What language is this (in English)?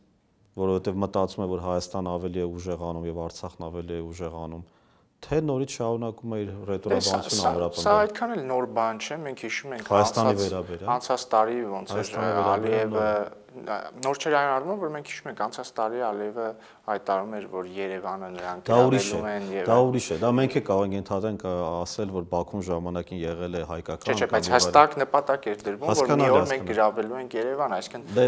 Armenian